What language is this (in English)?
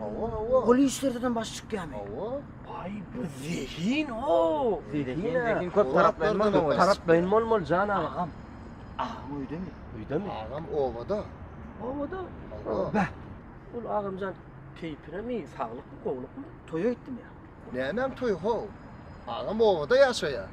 Turkmen